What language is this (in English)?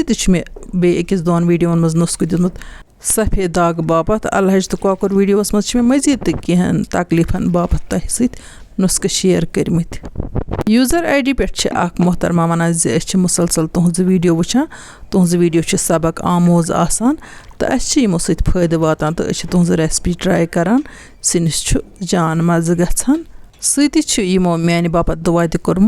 Kashmiri